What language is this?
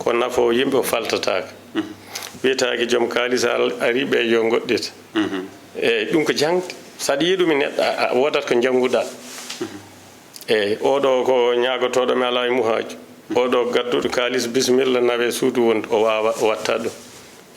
Fula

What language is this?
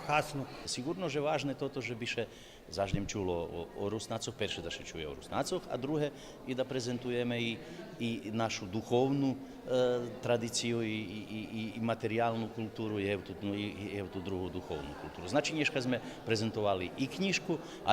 Rusyn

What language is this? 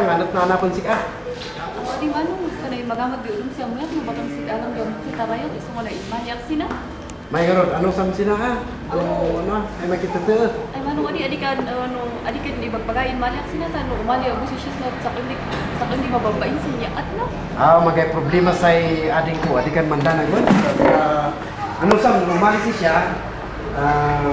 Kankanaey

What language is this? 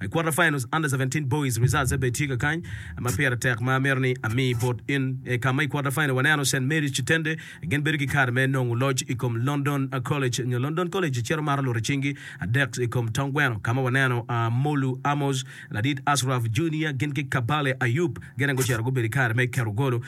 Acoli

